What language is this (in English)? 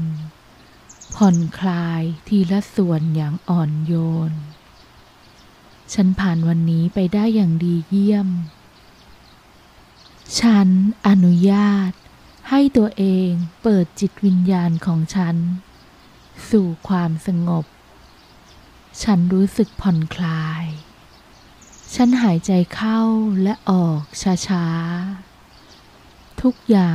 Thai